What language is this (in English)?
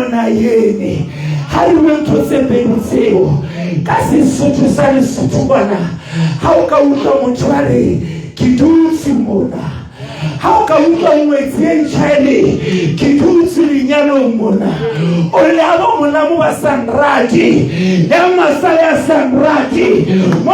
Southern Sotho